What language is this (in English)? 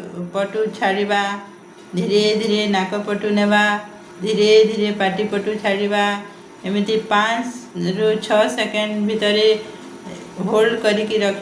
Odia